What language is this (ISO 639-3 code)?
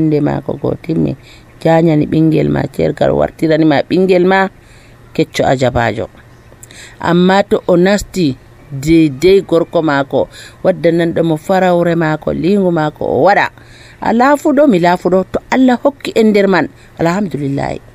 fuv